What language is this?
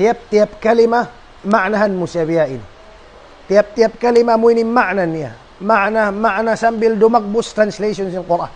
Tausug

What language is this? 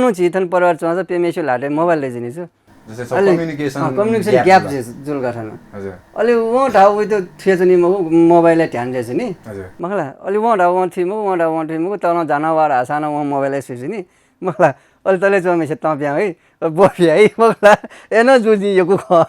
Newari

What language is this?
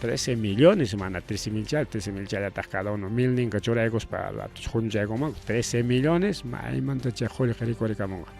Ayacucho Quechua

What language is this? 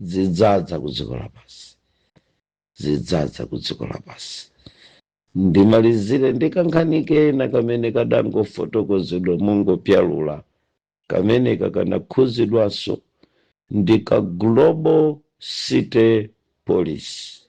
Nyanja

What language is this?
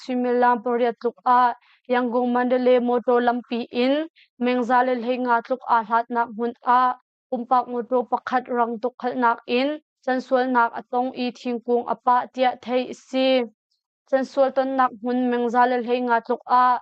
Hakha Chin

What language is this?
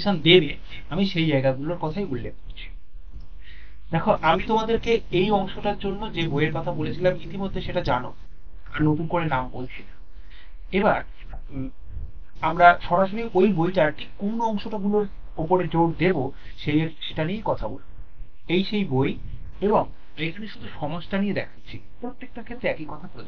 Bangla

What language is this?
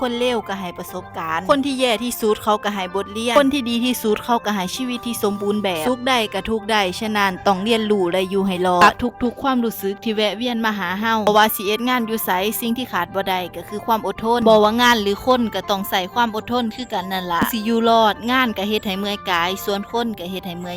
Lao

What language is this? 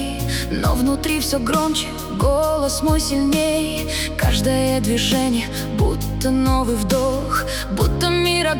Russian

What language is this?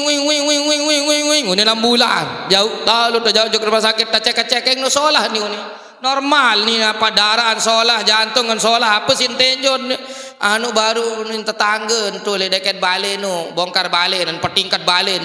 Sasak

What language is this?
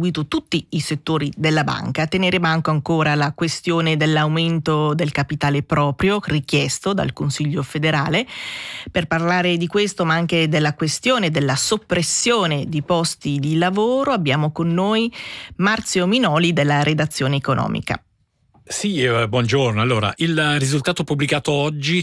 Italian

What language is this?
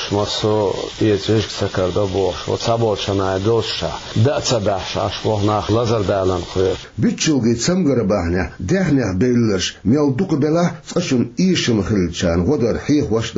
Chechen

